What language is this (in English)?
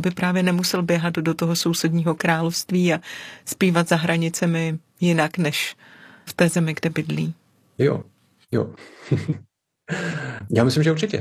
Czech